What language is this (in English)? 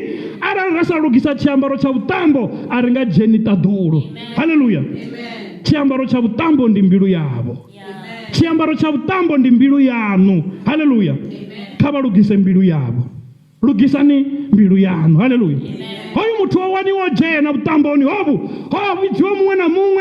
Venda